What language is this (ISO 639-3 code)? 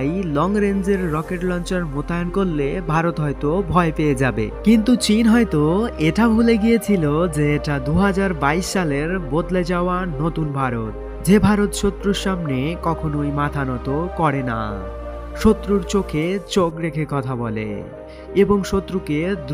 ben